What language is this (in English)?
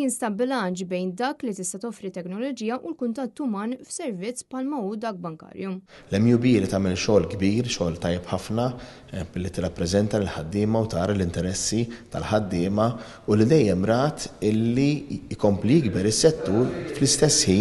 Maltese